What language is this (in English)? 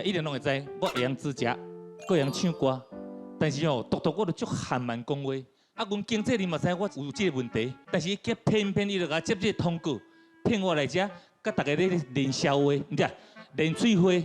Min Nan Chinese